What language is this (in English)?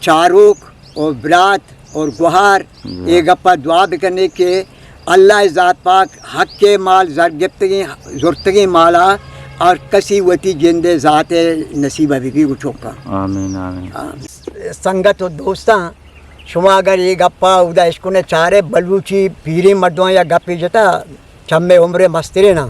Eastern Balochi